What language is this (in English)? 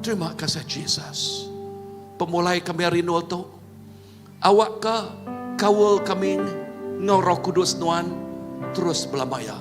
Iban